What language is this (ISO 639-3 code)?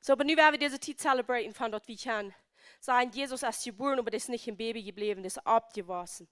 pdt